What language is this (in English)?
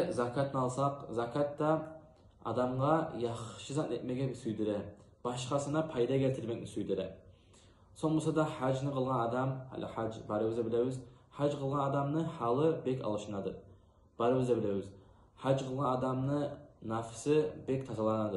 Kumyk